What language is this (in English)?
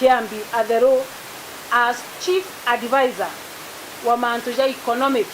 Meru